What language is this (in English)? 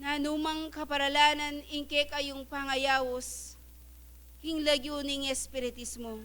Pampanga